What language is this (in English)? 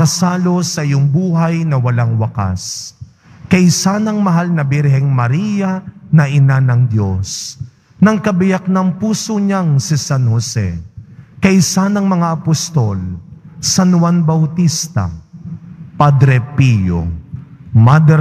Filipino